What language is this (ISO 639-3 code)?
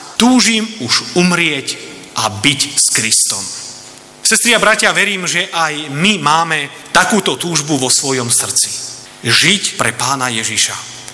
slk